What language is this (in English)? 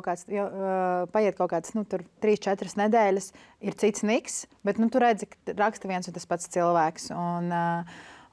Latvian